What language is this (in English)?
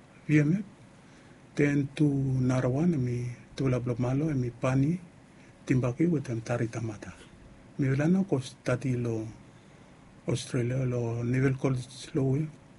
Bislama